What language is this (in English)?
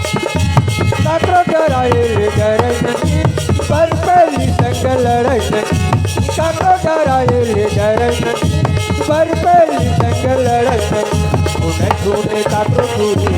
Chhattisgarhi